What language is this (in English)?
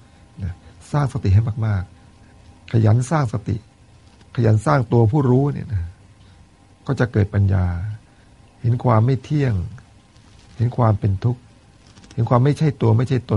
Thai